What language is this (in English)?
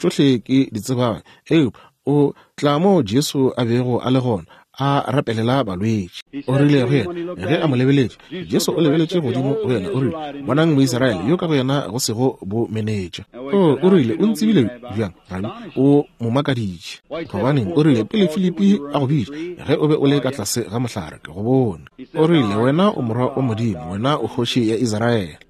Northern Sotho